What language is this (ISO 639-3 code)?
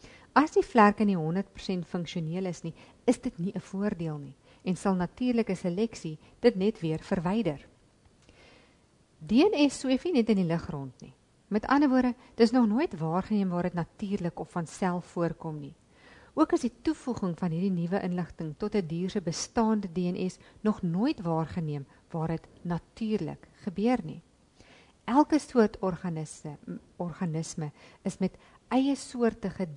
afr